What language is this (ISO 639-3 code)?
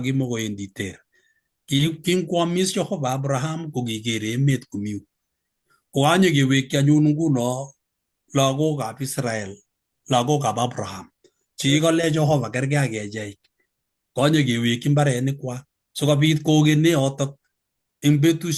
kln